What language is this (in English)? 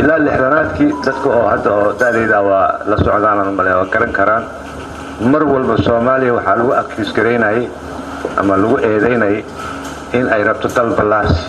Somali